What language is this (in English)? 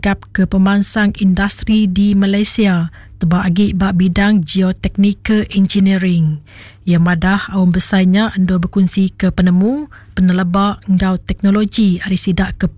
Iban